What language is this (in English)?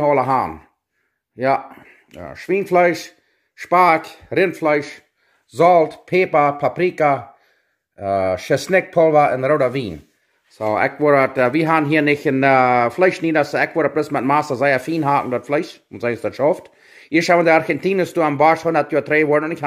Plautdietsch